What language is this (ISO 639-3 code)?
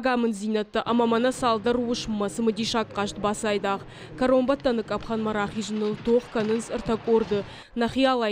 oss